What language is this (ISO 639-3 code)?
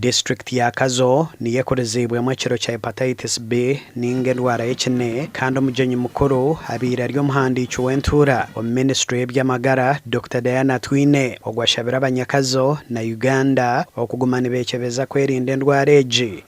nyn